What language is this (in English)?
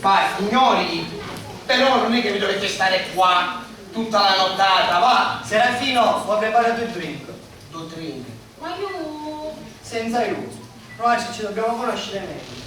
Sicilian